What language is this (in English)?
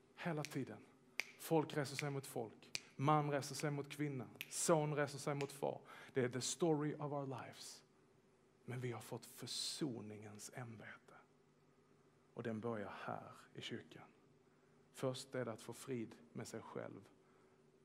Swedish